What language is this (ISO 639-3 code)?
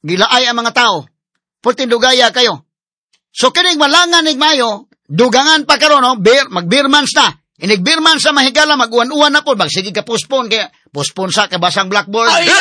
ceb